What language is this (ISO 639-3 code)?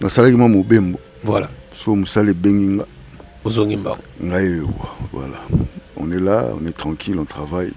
lin